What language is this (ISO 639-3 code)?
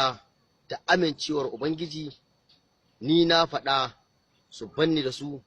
hau